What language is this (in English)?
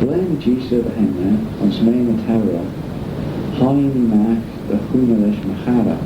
Manx